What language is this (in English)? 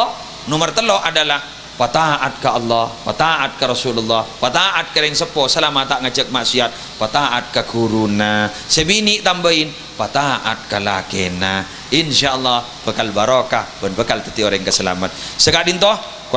Madurese